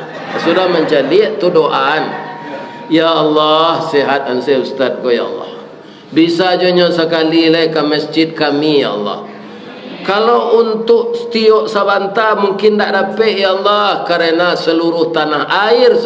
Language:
Minangkabau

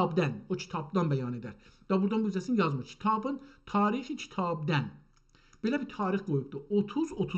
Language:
South Azerbaijani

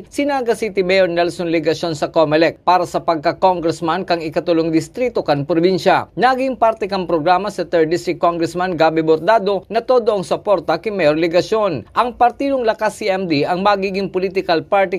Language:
Bikol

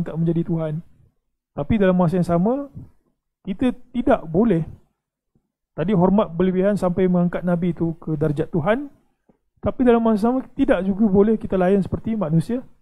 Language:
Malay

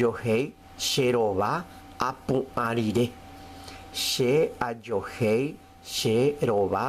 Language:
Guarani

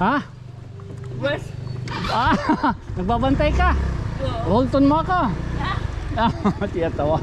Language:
Waray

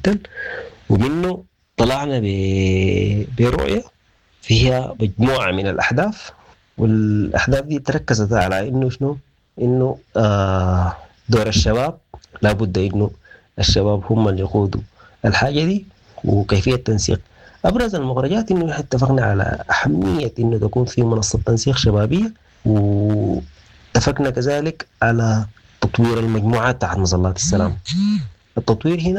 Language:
Sudanese Arabic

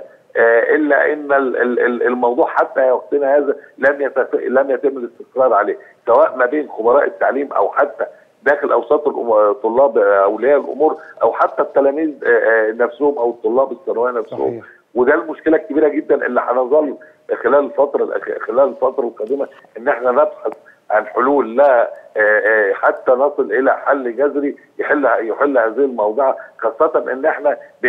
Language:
Egyptian Arabic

